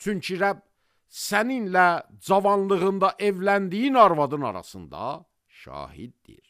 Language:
Azerbaijani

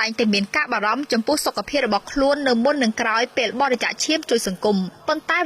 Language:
Khmer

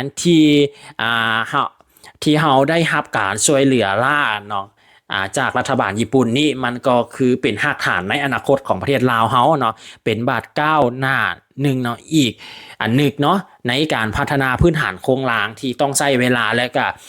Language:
Lao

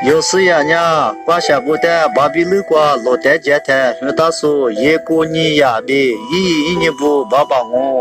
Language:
Lisu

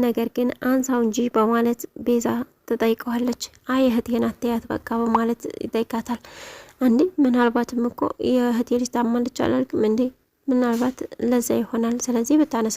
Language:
Amharic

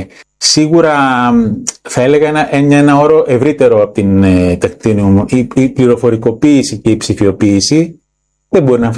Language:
Greek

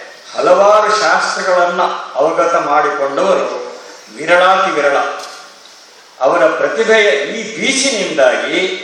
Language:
Kannada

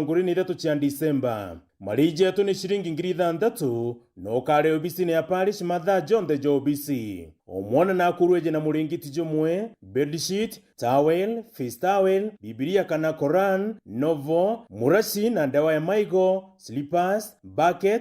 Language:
Meru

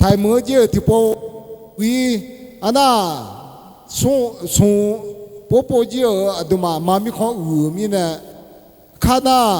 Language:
Akha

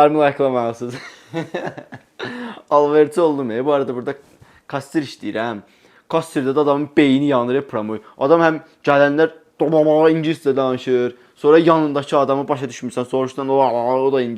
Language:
Azerbaijani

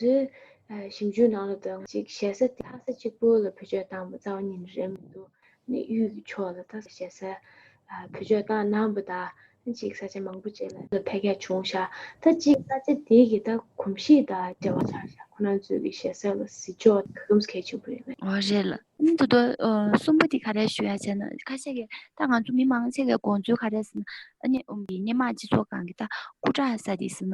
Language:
Tibetan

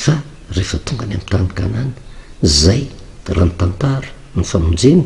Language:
Malagasy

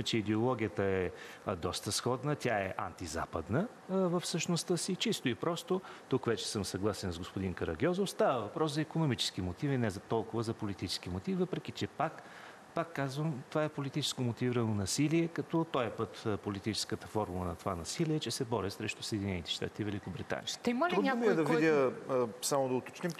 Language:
Bulgarian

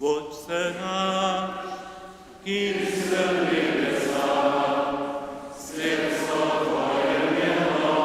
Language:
Upper Sorbian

